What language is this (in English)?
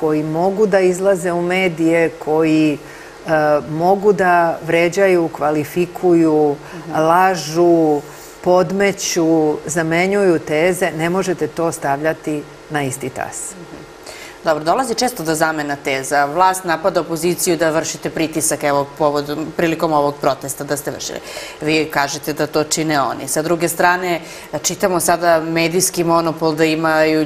Serbian